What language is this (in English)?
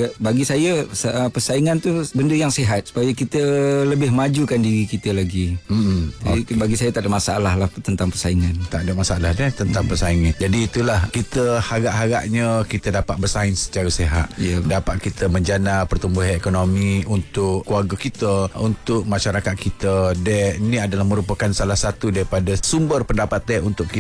Malay